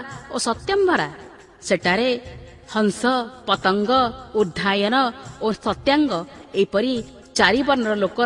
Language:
Odia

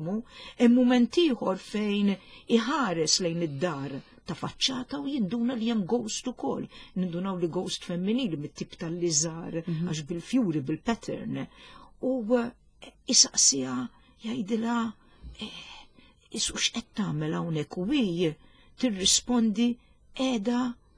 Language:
Maltese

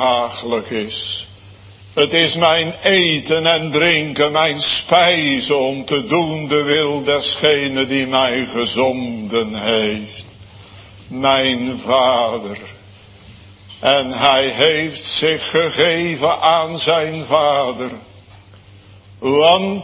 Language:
Dutch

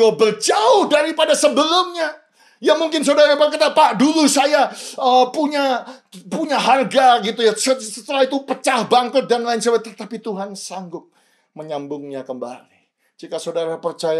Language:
Indonesian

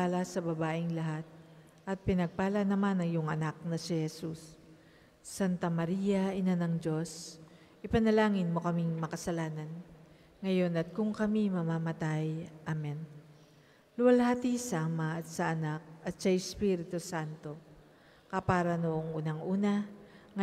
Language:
Filipino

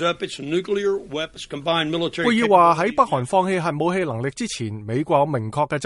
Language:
Cantonese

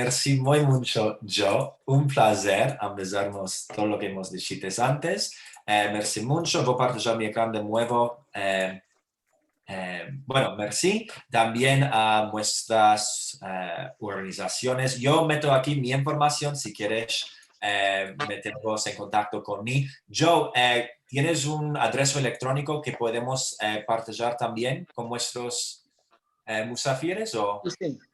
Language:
Ladino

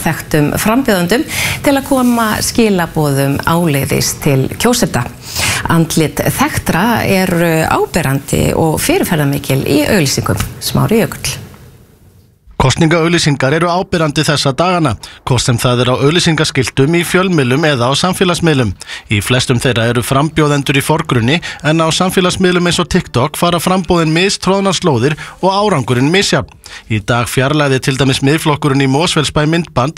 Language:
Icelandic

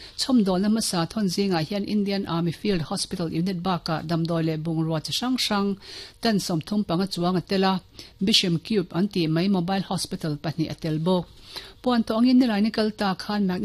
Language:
Mizo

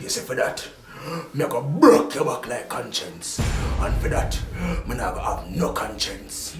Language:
Jamaican Creole English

